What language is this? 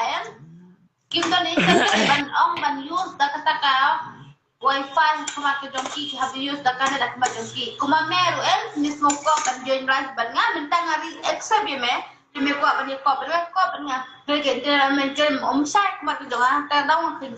Khasi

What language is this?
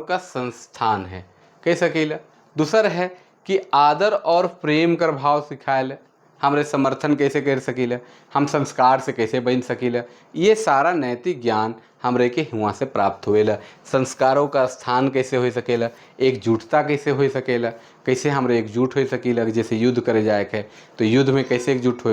Sadri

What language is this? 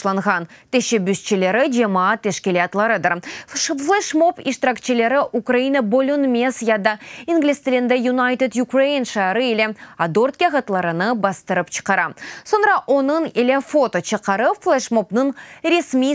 Crimean Tatar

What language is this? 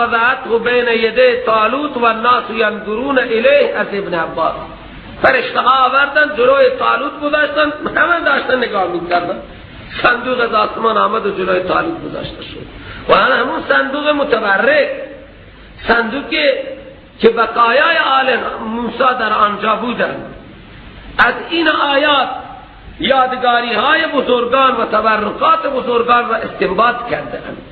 Persian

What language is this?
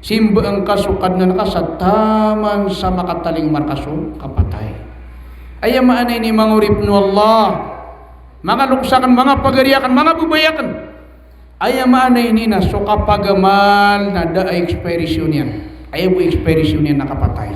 Maranao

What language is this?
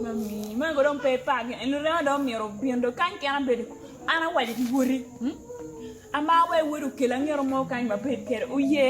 Acoli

